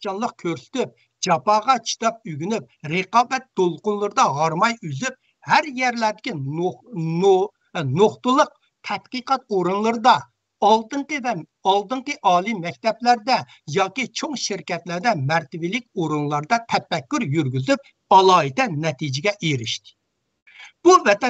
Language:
Uyghur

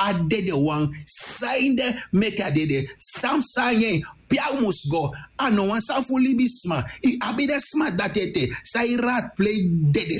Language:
Sranan Tongo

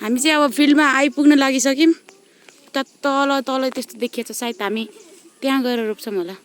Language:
Nepali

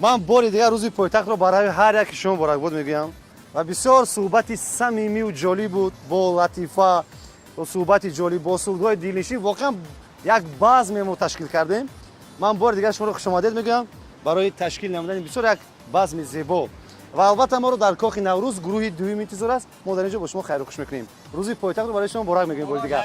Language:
Tajik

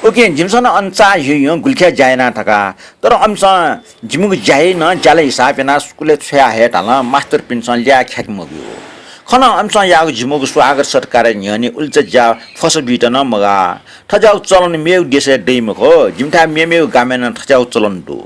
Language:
Newari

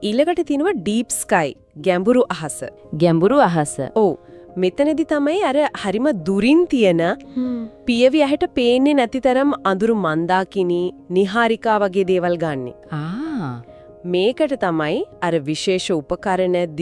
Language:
Sinhala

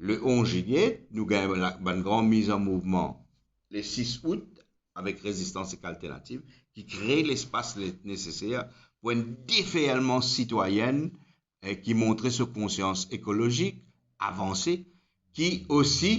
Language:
Morisyen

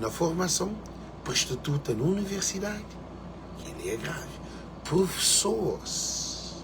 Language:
Kabuverdianu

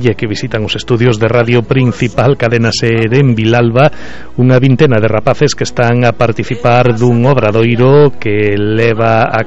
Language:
Galician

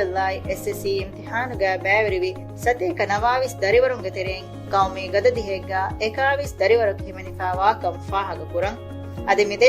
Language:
Divehi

